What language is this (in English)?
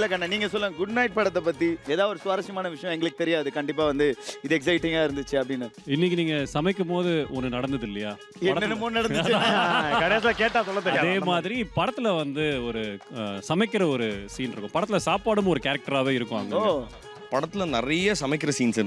Tamil